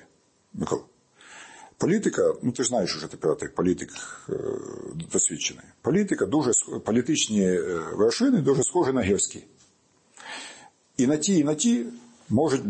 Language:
Ukrainian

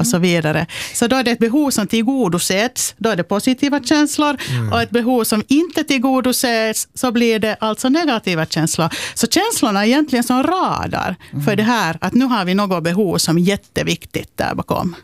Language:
Swedish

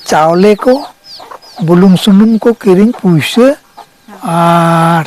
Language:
Santali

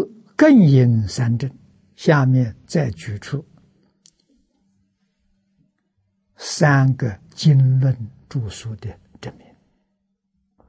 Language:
Chinese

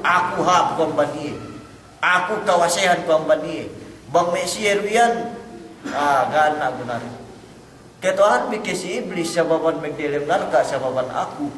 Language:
Yakan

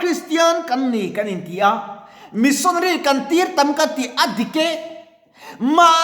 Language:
Mizo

